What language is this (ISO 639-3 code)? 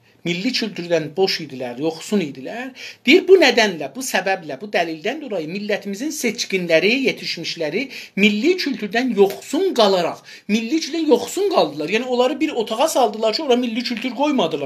azb